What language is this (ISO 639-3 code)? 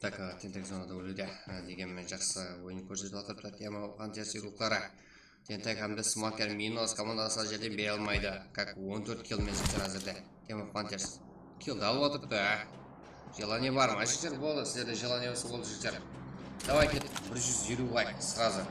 kaa